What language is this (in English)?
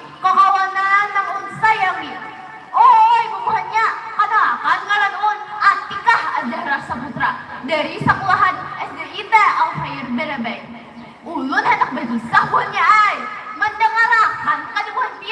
Banjar